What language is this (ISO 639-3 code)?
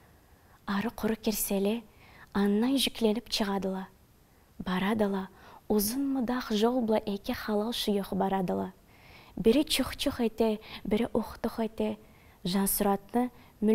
krc